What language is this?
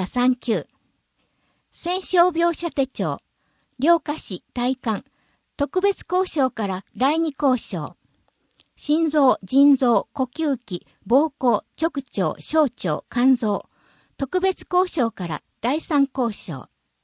Japanese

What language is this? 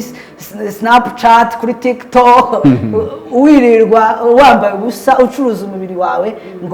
Kinyarwanda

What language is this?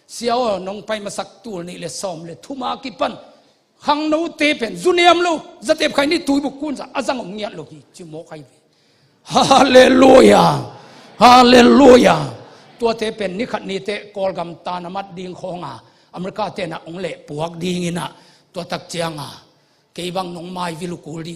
Tedim Chin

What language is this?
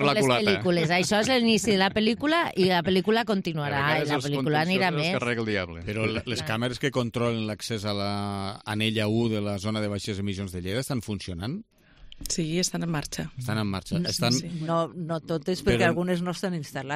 Catalan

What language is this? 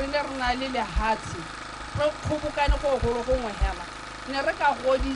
Tswana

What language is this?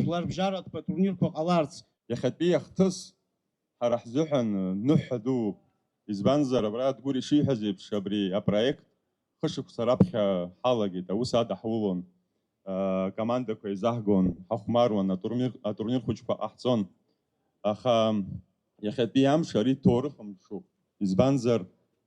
Abkhazian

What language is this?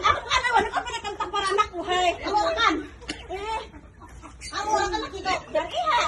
Banjar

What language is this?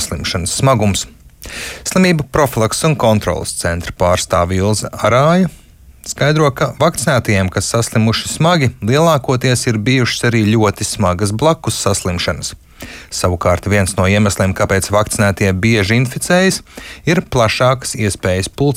Latvian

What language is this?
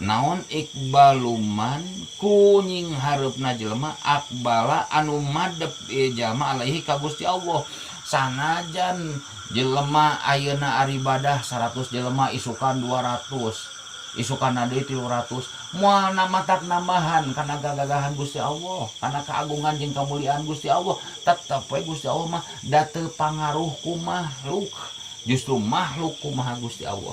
Sundanese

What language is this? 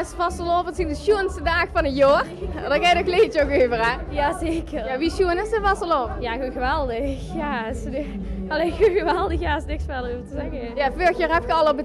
Limburgish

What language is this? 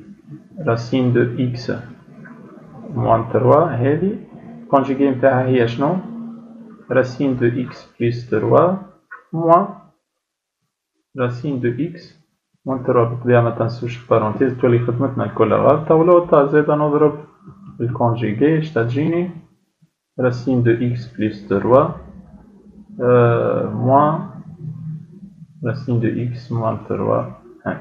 Tunisian Arabic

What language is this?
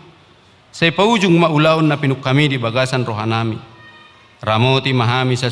Batak Toba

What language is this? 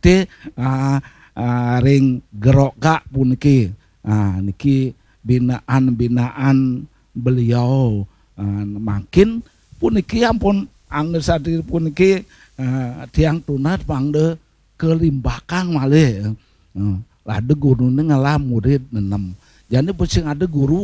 Balinese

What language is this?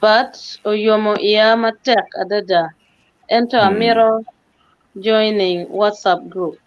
Acoli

